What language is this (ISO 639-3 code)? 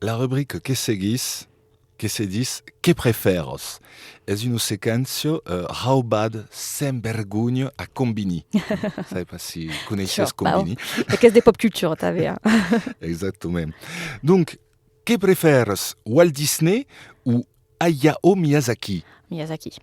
oci